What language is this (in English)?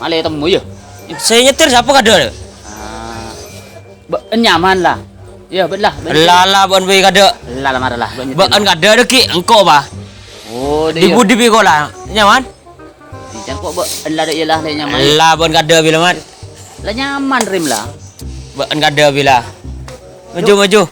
Madurese